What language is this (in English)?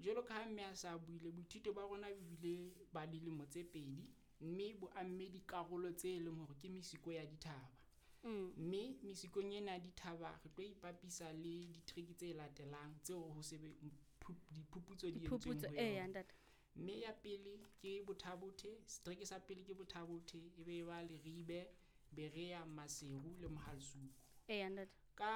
Southern Sotho